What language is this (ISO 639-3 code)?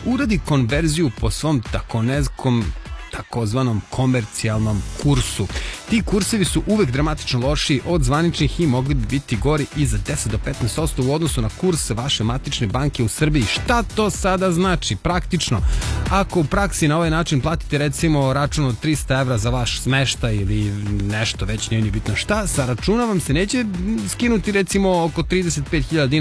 srp